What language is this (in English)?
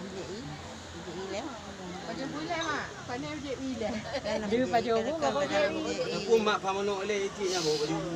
Achinese